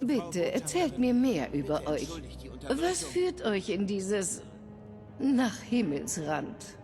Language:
Bavarian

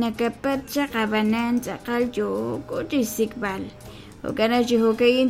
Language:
Kekchí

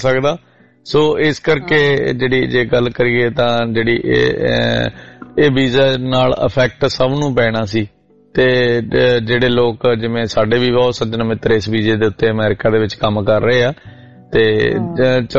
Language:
Punjabi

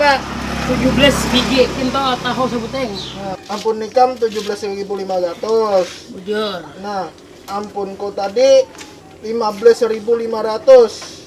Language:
Banjar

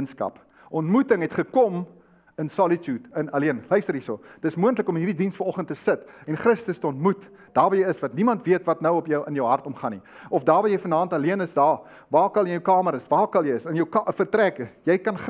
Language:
Afrikaans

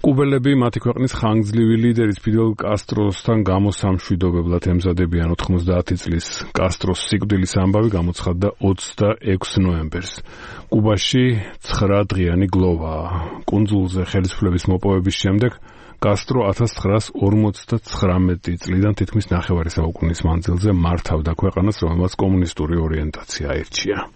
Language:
Georgian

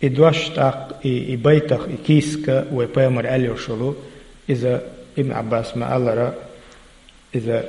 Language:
Chechen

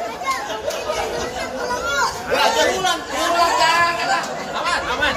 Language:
Betawi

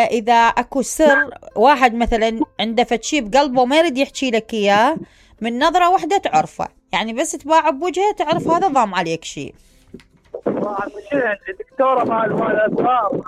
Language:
Mesopotamian Arabic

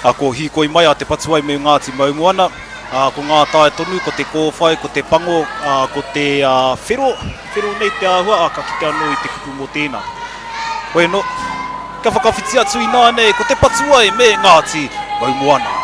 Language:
Māori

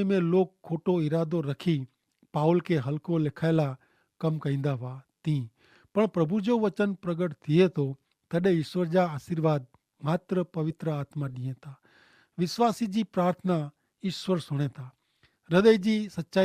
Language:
Kachhi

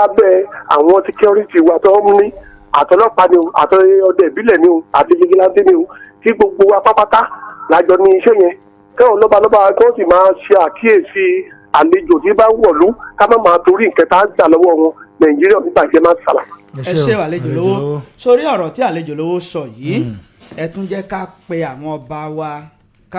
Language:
Yoruba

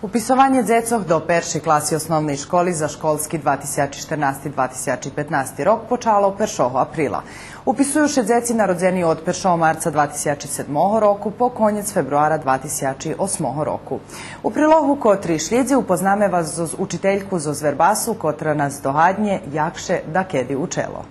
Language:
Rusyn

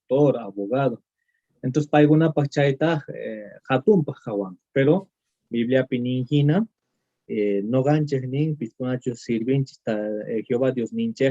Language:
Quechua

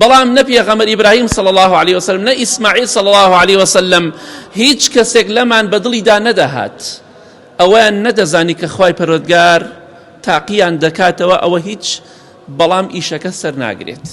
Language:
Central Kurdish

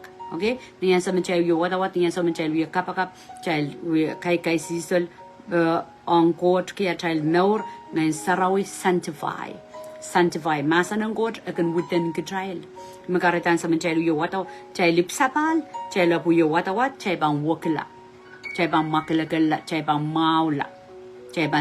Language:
Pohnpeian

